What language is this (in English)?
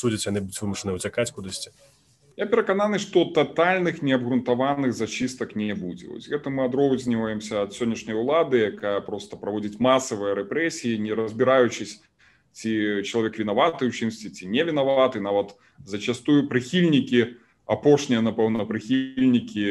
Belarusian